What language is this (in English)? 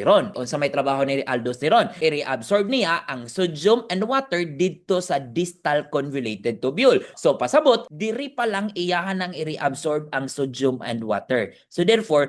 Cebuano